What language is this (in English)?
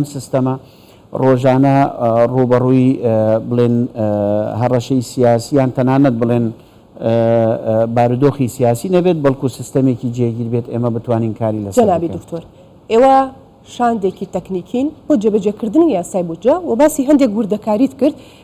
Central Kurdish